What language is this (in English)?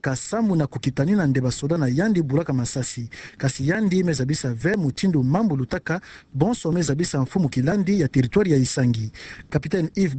Kituba (Democratic Republic of Congo)